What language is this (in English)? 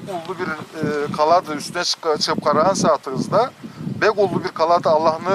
Karachay-Balkar